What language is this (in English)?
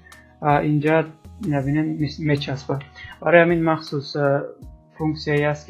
Tajik